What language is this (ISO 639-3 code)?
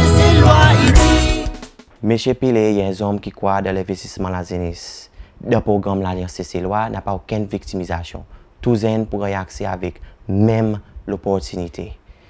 crs